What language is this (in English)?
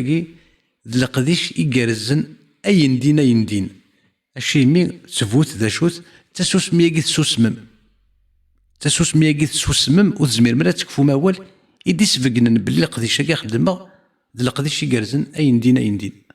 Kabyle